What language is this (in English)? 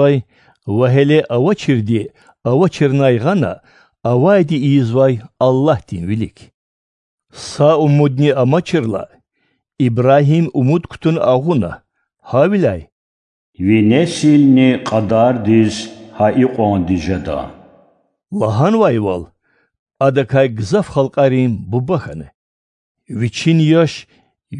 Lezghian